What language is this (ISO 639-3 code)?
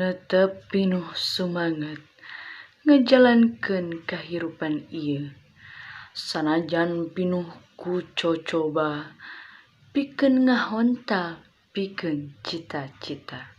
sun